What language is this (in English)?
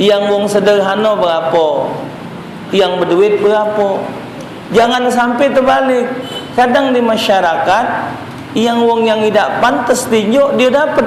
Musi